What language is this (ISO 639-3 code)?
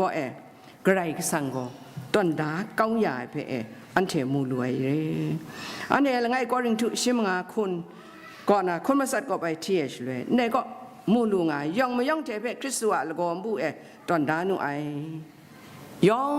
kac